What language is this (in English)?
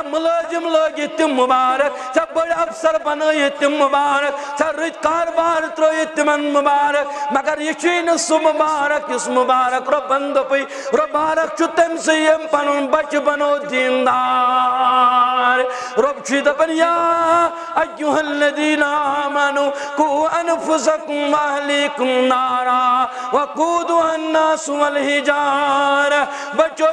Kashmiri